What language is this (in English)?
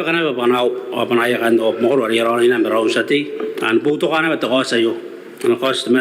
Gilbertese